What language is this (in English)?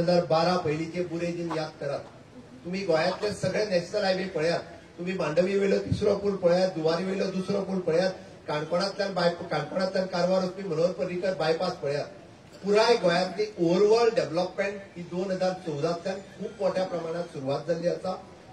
Konkani